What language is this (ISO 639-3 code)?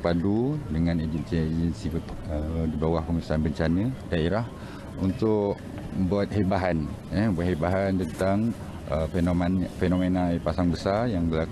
msa